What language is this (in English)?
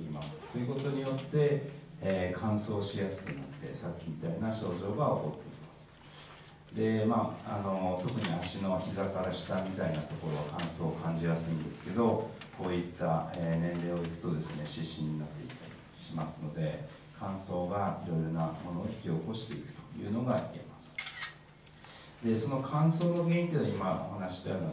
Japanese